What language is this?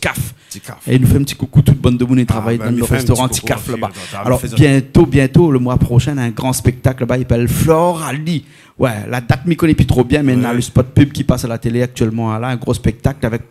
Réunion Creole French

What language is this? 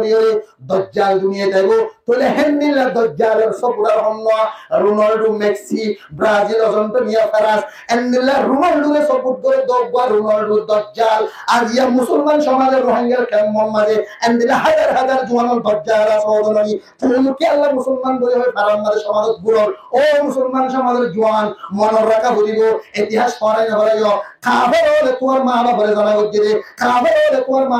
Rohingya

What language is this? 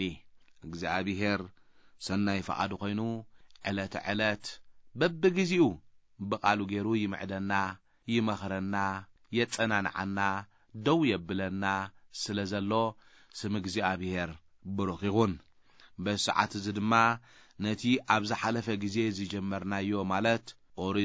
Tigrinya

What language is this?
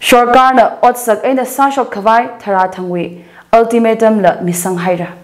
Tangkhul Naga (India)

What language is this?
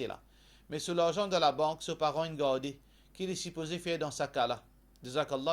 Morisyen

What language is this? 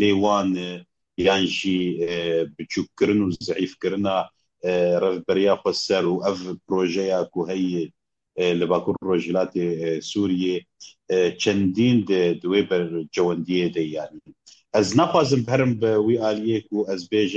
Kurdish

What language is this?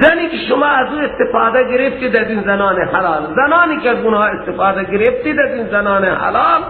Persian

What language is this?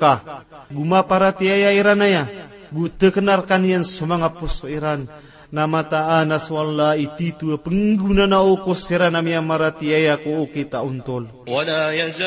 Maranao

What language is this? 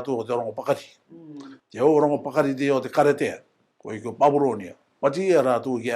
Rarotongan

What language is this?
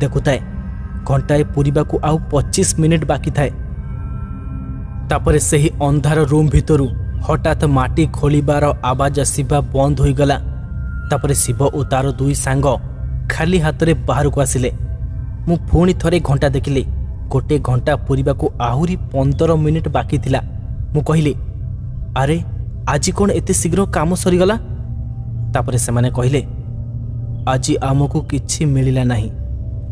Odia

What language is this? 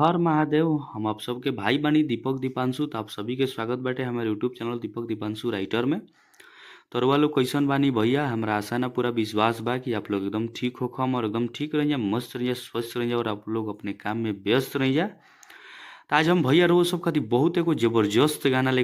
Bhojpuri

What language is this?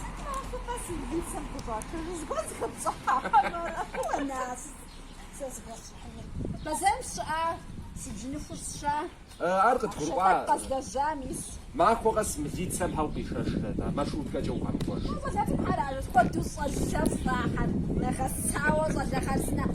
Kabardian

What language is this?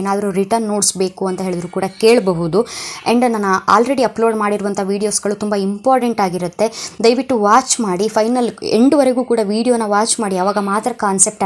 Kannada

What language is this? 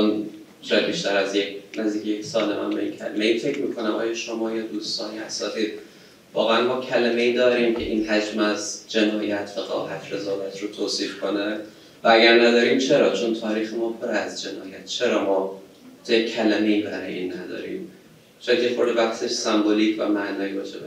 Persian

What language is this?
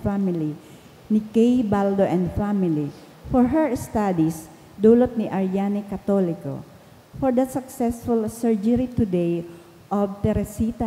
Bikol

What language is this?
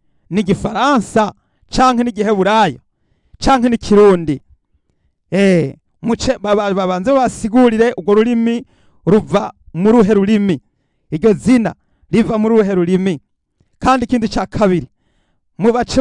Rundi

